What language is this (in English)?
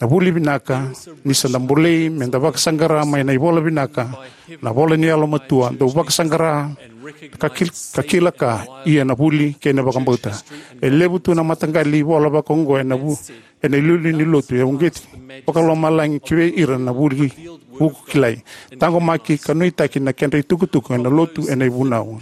Fijian